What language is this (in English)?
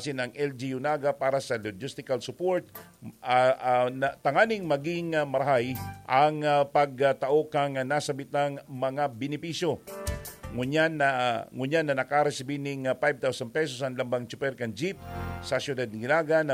Bikol